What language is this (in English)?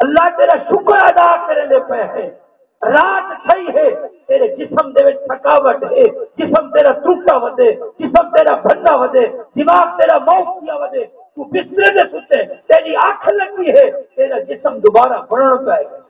Saraiki